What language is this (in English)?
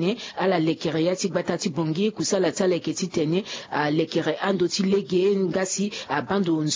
Sango